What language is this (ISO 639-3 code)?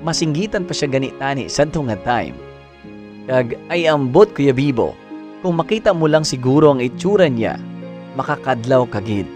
hil